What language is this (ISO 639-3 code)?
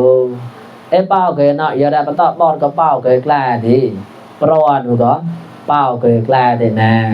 mnw